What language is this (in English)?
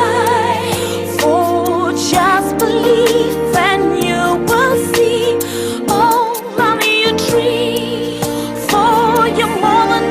Venda